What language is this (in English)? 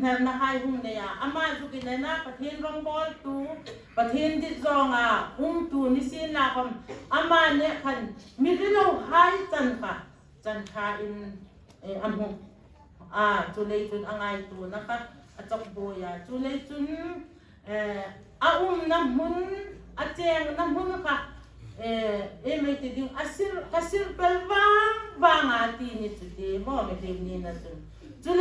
Hmar